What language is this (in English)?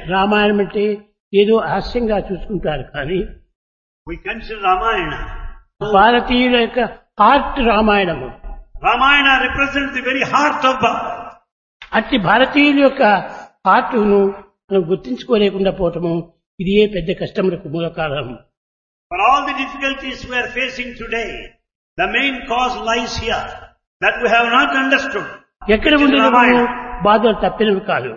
Telugu